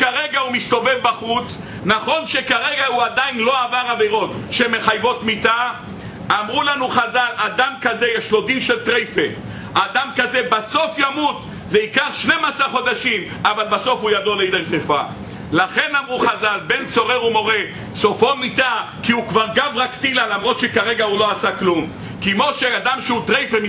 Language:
Hebrew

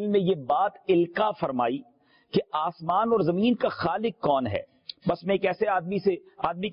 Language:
Urdu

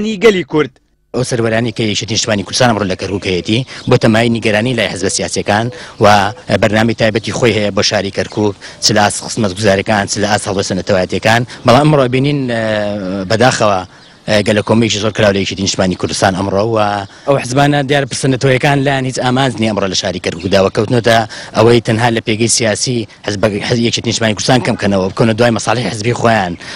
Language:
Central Kurdish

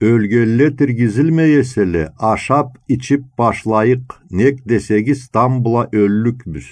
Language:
Karachay-Balkar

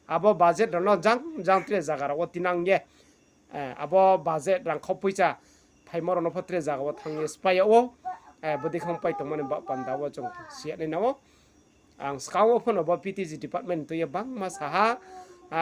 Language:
Riang (India)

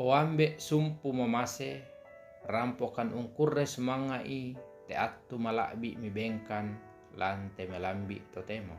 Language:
Toraja-Sa'dan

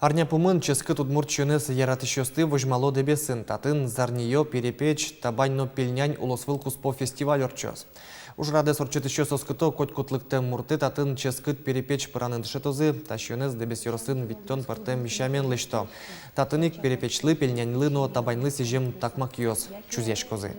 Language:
Udmurt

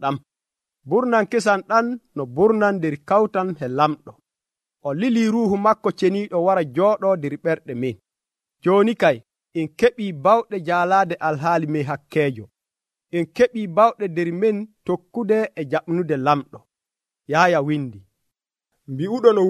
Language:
Nigerian Fulfulde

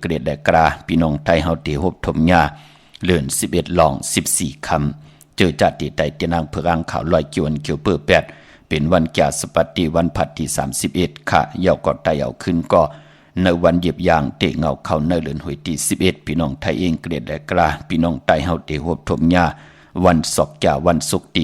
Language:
Shan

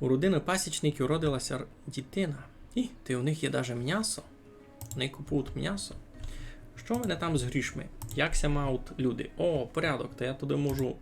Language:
Rusyn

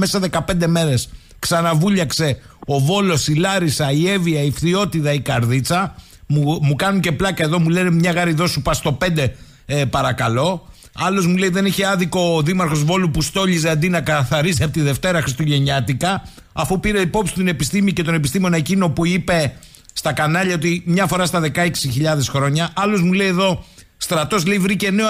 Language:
Greek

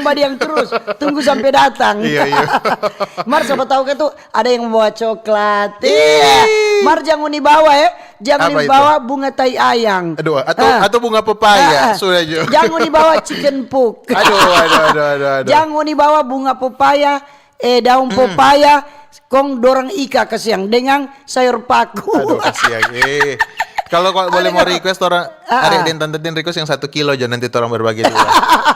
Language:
Manado Malay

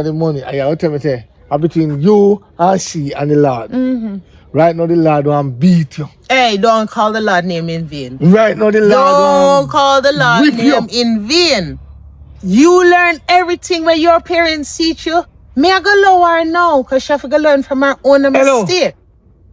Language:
Jamaican Creole English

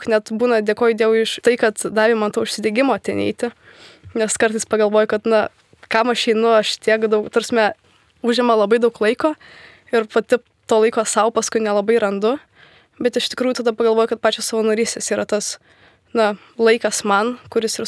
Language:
Lithuanian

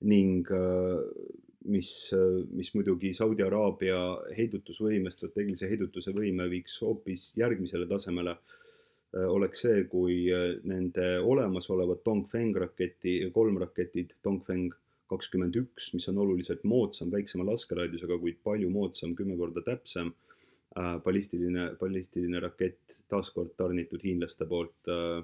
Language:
Estonian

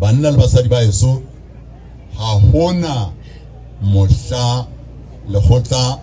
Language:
Southern Sotho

